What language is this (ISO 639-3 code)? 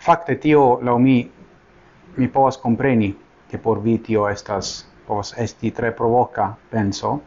epo